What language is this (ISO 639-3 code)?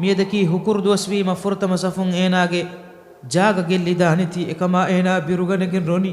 div